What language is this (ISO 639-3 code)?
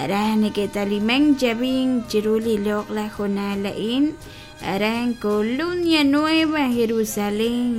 kek